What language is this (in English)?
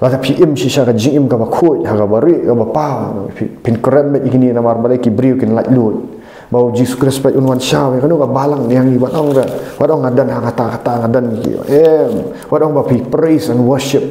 Khasi